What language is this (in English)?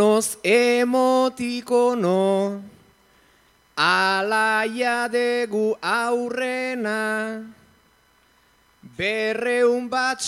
Basque